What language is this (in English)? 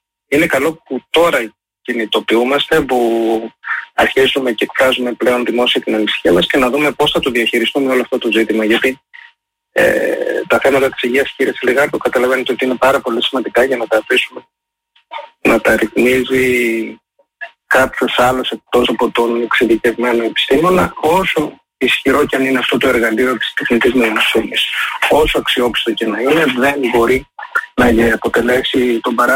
Greek